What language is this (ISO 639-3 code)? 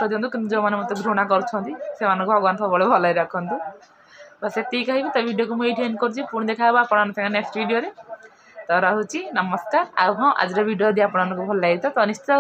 ori